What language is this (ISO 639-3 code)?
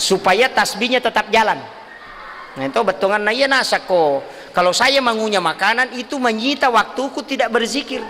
bug